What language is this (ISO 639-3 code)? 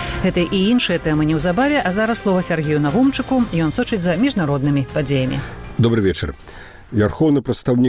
bel